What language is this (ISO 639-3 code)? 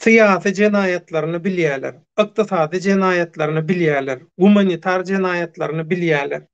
tuk